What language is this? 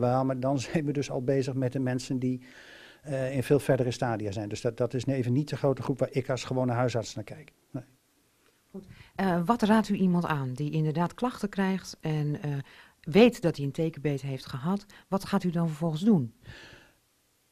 Dutch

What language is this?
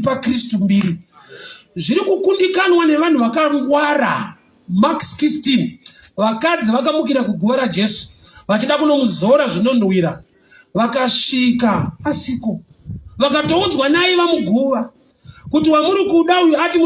Shona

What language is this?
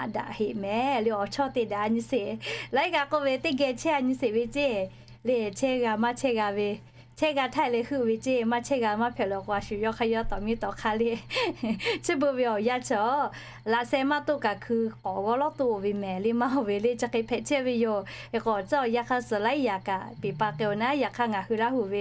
Lahu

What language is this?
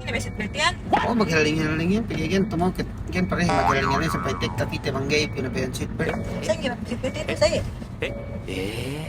Yakan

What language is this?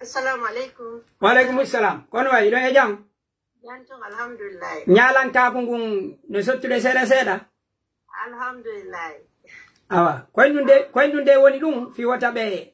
Pular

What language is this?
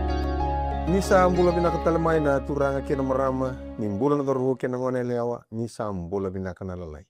Fijian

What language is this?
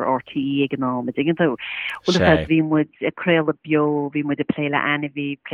Irish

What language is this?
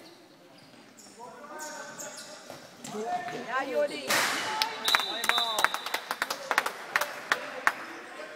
Dutch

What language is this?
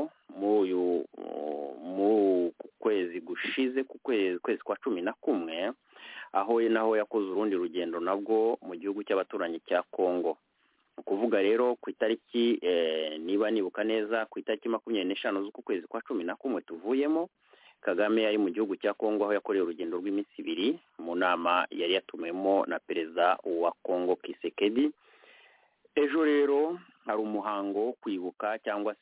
Kinyarwanda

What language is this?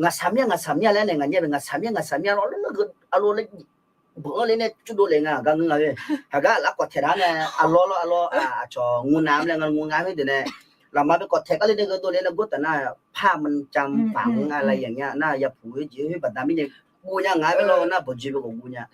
Akha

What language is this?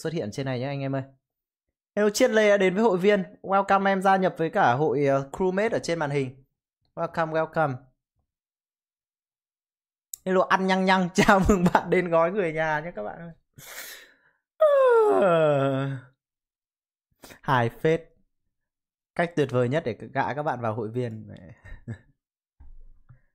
Vietnamese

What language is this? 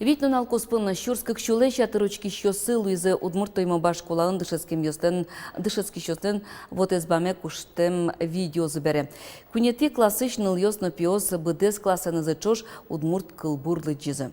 Udmurt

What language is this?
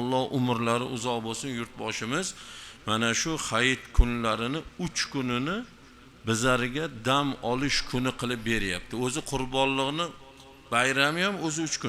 Uzbek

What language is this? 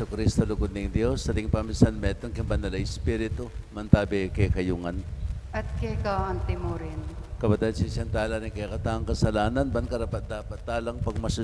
Pampanga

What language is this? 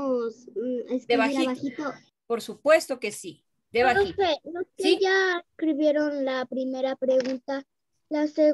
Spanish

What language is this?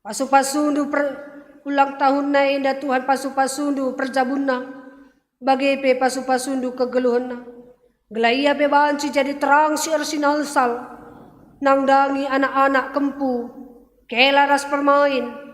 Batak Karo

